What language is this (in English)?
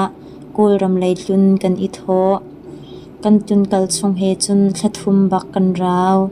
Hakha Chin